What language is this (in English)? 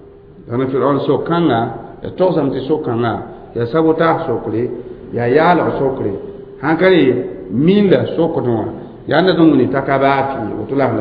Mossi